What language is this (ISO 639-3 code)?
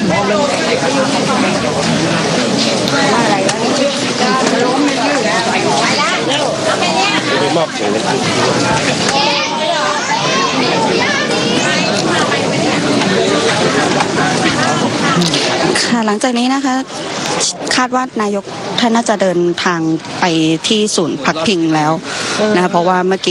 tha